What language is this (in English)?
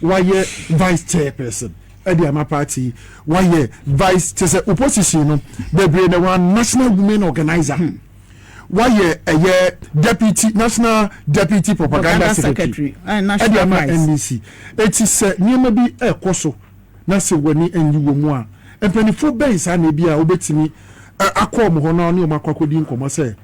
Akan